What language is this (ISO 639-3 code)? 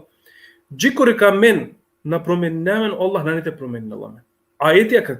rmn